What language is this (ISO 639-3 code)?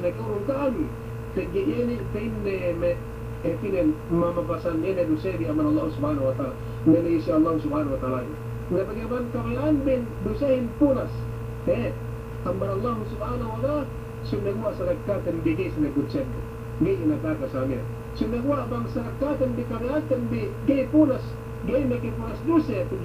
yka